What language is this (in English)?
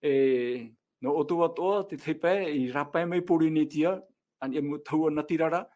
Tahitian